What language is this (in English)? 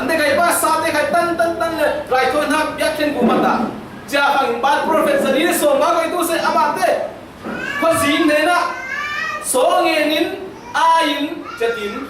Falam Chin